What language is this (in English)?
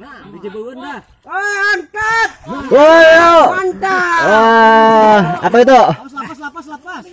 Banjar